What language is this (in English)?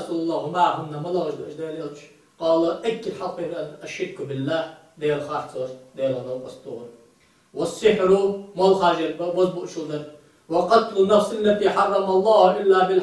Ingush